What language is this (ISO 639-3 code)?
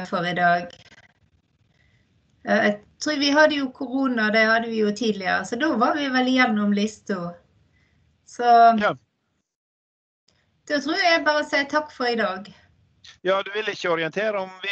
nor